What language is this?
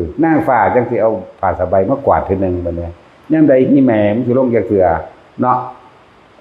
Northeastern Thai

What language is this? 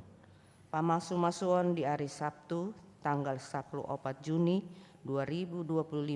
Batak Toba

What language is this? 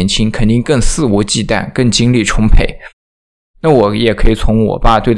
Chinese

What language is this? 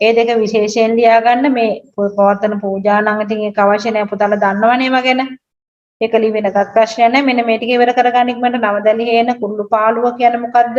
Sinhala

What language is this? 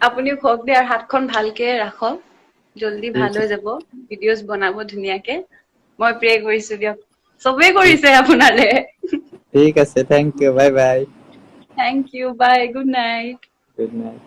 Assamese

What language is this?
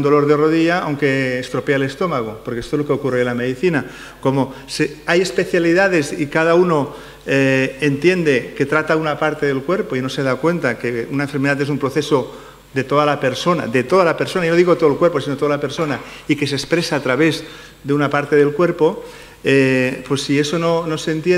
Spanish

